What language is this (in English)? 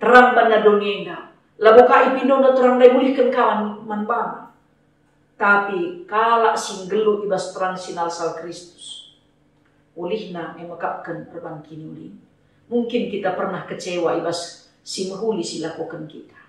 Batak Karo